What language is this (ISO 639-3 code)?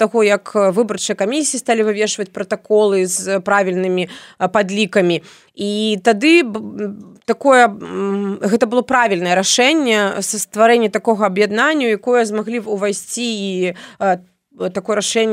bel